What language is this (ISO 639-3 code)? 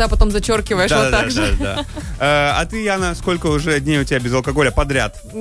rus